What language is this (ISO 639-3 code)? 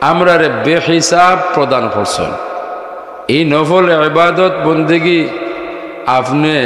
syl